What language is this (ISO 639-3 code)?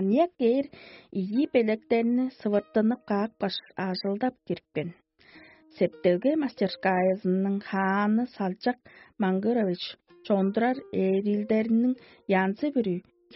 tyv